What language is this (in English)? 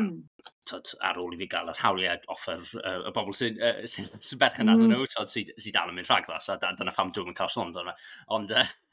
Welsh